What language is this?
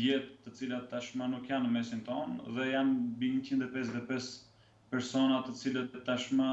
Albanian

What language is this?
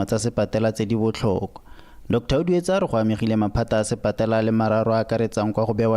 Tswana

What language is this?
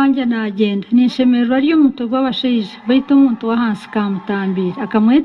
Nyankole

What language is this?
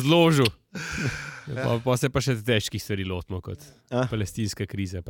Slovenian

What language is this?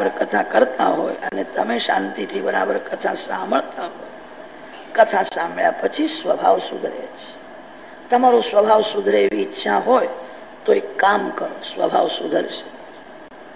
Gujarati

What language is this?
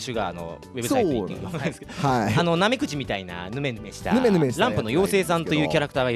Japanese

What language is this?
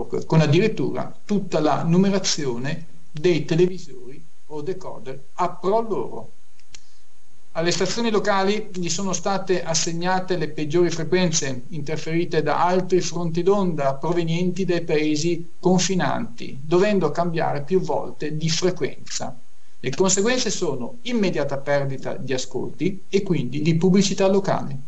Italian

